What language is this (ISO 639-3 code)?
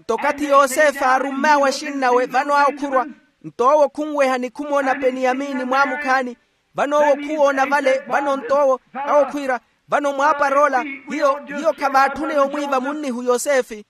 vmw